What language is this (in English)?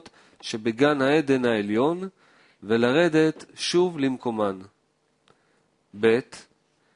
Hebrew